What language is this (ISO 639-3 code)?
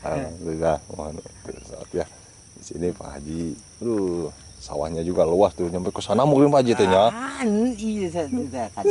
sun